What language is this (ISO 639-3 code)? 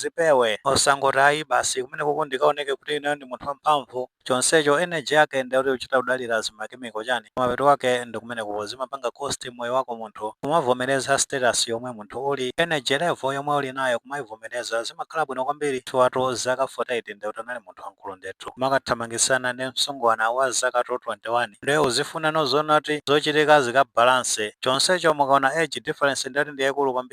nya